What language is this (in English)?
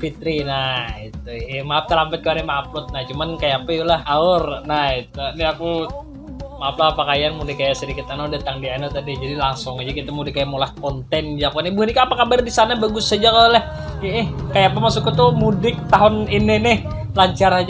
Banjar